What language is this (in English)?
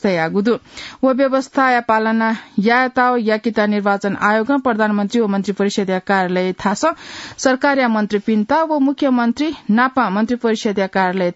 Newari